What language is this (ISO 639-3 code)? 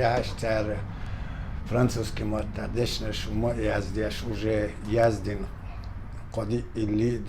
che